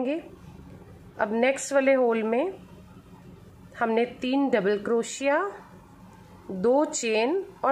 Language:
Hindi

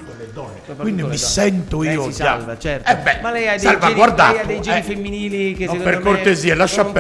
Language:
Italian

